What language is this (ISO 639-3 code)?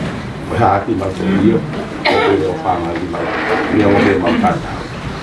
ton